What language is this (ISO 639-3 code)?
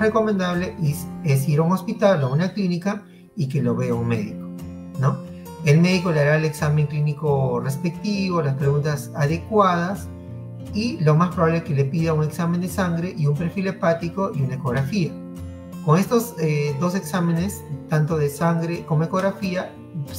spa